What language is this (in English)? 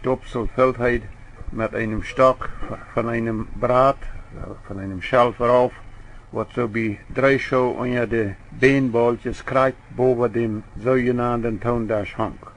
Plautdietsch